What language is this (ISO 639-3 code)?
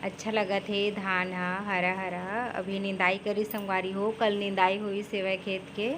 hne